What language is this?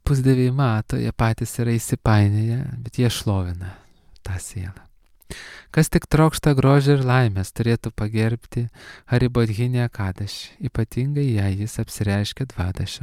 Lithuanian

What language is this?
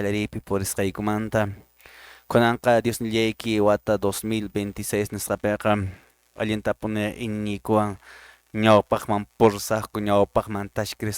Quechua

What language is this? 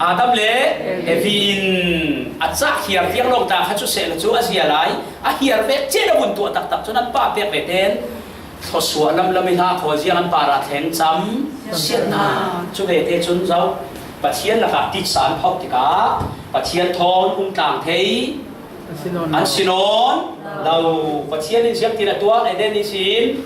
Falam Chin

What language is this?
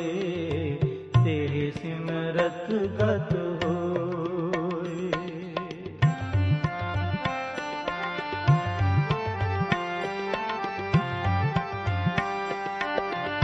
Punjabi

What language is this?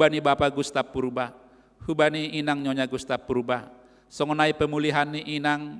Batak Simalungun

